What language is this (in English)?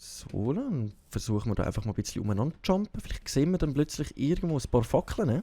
Swiss German